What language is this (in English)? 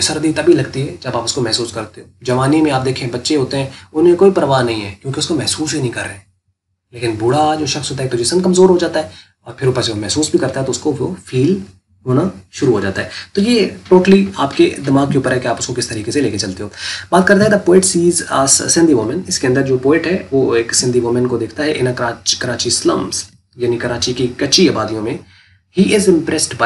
Urdu